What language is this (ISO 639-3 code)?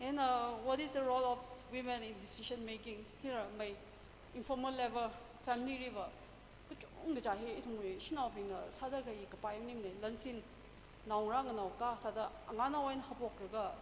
nmf